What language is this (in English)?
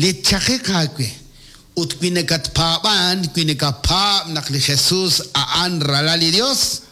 Kekchí